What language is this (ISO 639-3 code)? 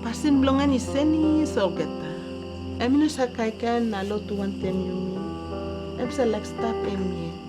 tpi